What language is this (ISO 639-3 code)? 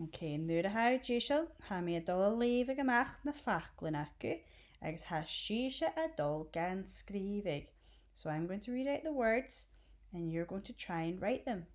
gla